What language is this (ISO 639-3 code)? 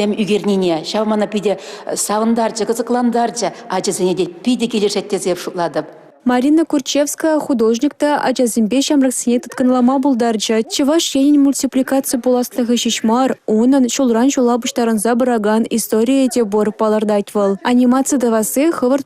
chv